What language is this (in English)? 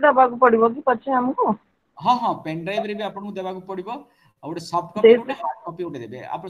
Odia